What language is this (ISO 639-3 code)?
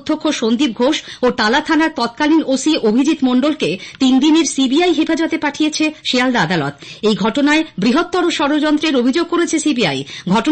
ben